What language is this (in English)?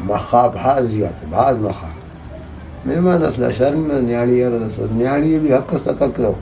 Brahui